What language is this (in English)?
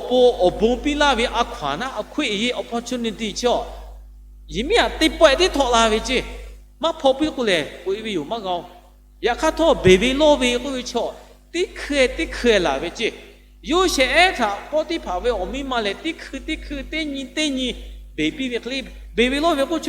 Lahu